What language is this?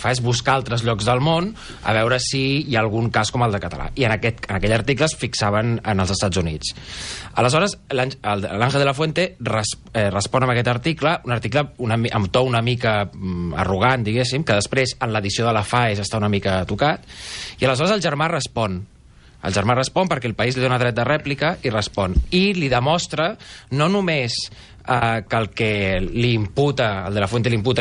Catalan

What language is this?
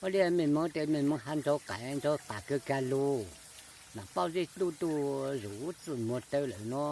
Hmong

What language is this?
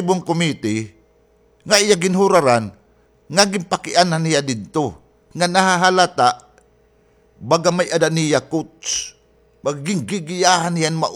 Waray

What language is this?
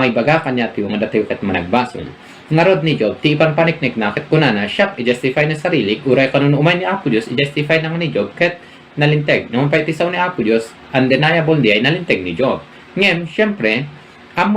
Iloko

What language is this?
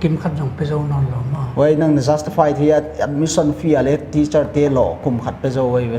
Paite Chin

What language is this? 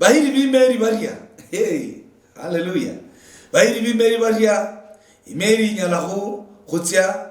Luyia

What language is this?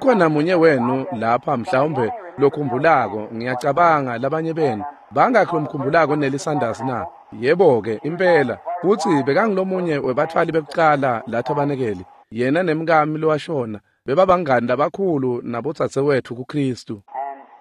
Swati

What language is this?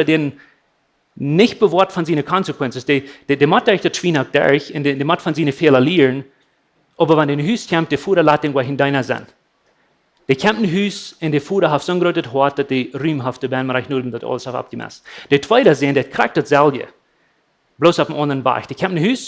Plautdietsch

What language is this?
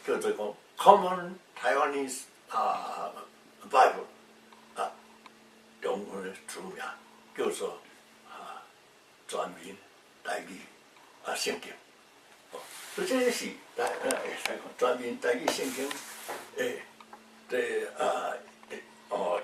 Min Nan Chinese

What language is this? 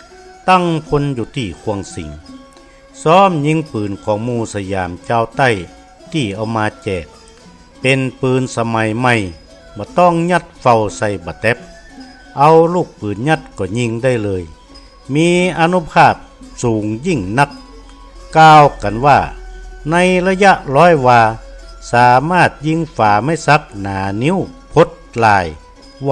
Northern Thai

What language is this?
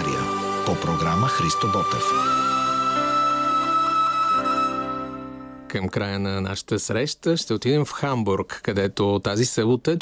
Bulgarian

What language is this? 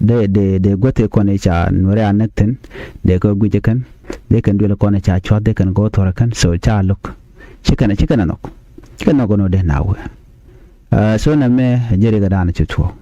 Nuer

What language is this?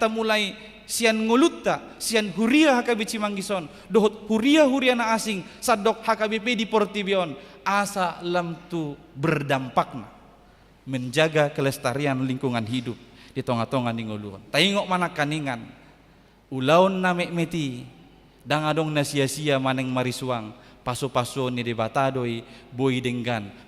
Batak Toba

